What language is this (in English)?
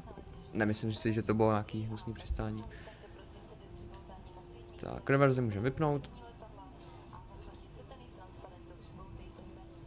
Czech